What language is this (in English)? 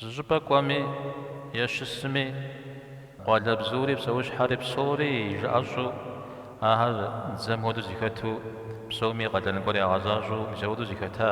Kabardian